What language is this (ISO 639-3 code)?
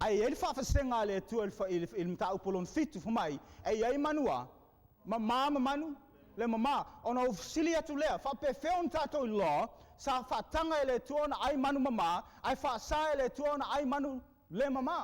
smo